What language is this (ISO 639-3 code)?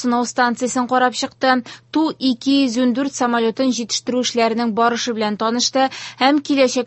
tat